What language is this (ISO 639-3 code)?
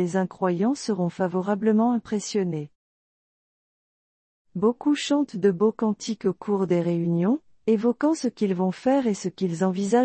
fra